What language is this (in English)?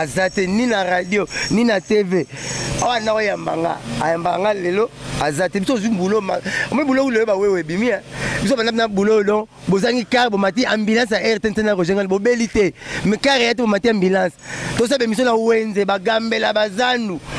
Lingala